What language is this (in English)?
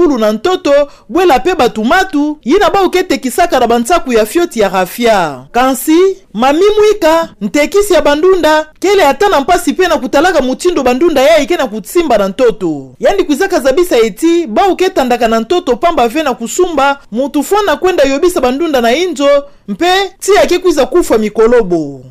Kituba (Democratic Republic of Congo)